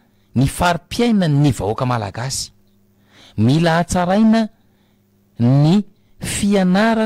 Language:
Malagasy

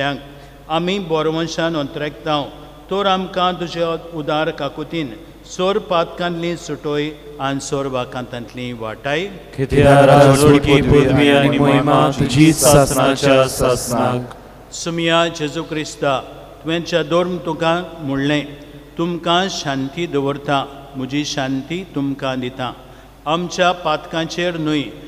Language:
Konkani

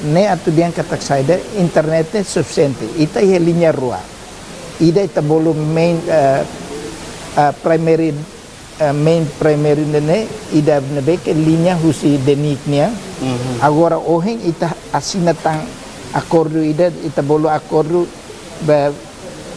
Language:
Tetum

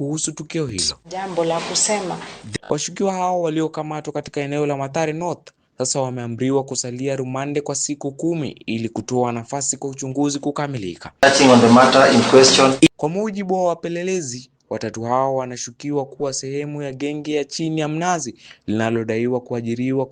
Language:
Swahili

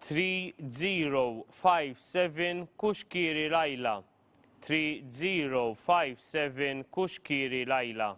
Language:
English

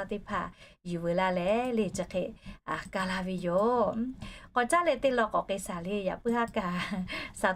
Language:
Lahu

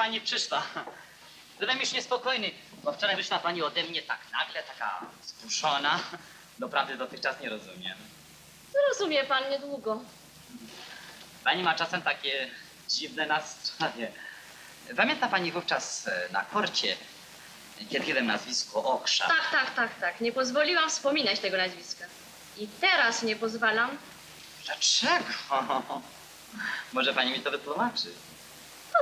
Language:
Polish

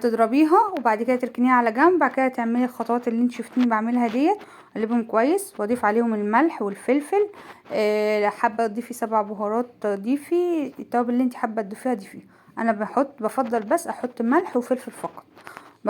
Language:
Egyptian Arabic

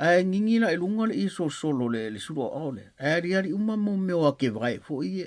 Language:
Samoan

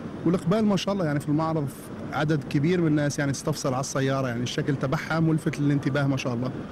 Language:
Gulf Arabic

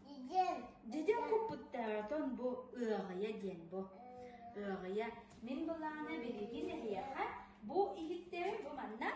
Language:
Yakut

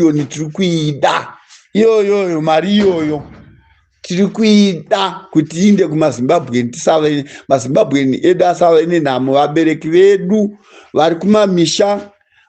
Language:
Shona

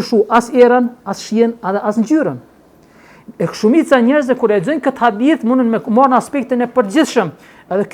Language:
Albanian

